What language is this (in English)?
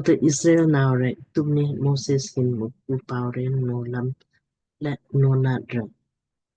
Lamkang